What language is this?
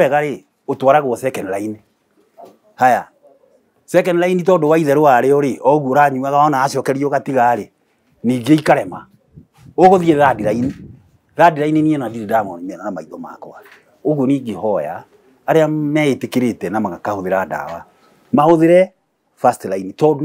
Kikuyu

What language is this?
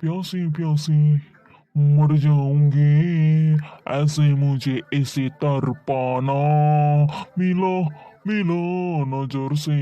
Dimasa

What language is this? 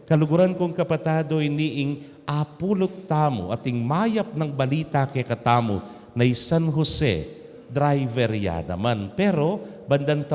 Pampanga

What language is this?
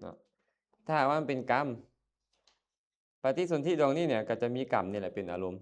Lao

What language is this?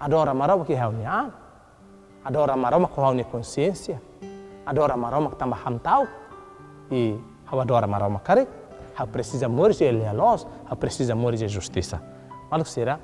Tetum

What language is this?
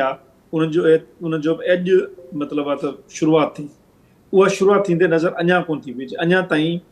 Sindhi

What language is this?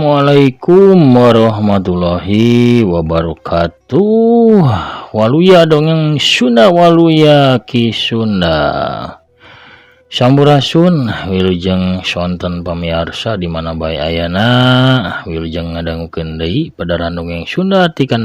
Sundanese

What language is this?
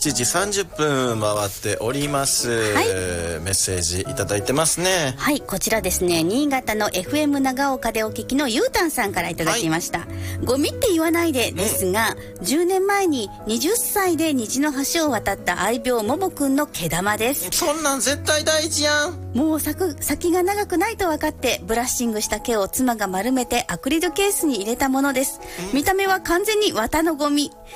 Japanese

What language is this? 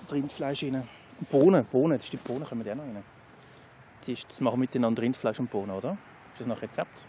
Swiss German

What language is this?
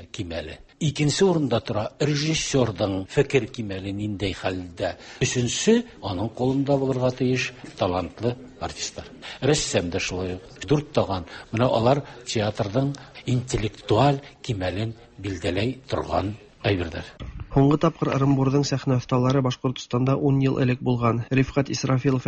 Tatar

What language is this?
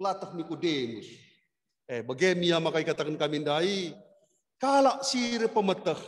Batak Karo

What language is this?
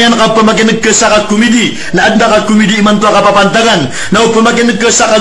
Maranao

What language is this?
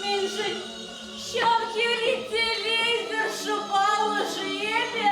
Chuvash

